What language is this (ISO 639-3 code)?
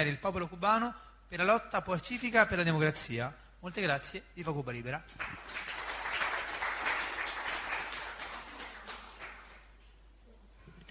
ita